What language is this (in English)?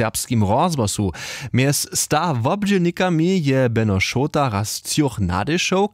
Upper Sorbian